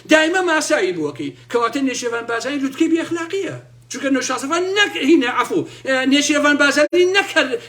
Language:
Central Kurdish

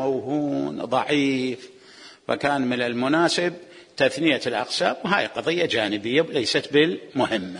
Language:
Mesopotamian Arabic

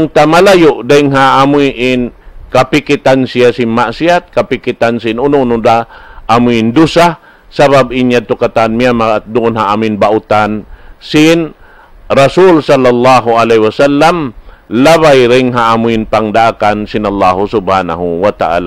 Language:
Tausug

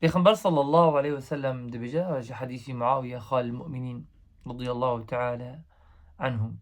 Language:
Kurdish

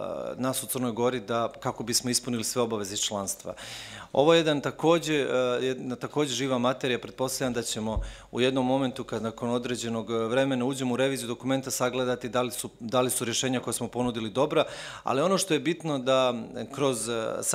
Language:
Serbian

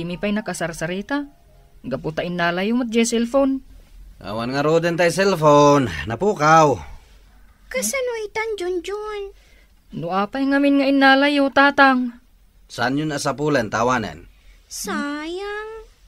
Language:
Iloko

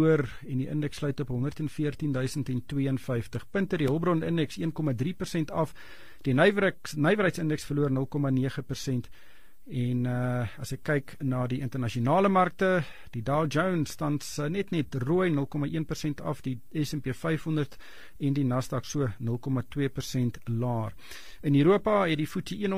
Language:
Afrikaans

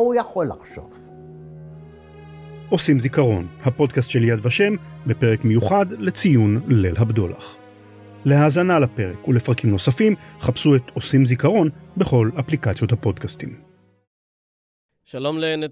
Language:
Hebrew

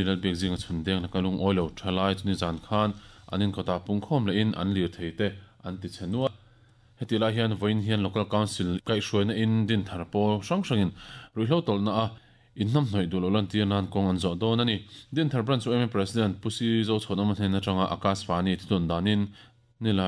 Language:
Mizo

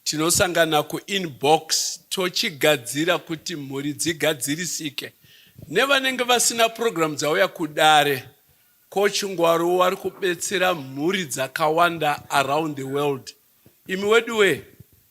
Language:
Shona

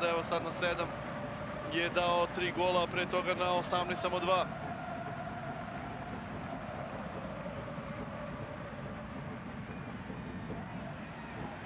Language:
Serbian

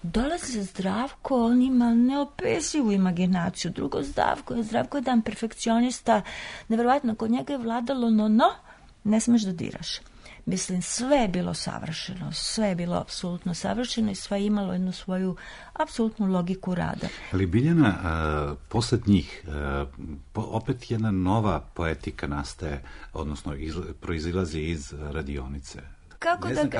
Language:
Serbian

